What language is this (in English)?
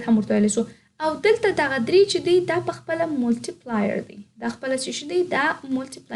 Pashto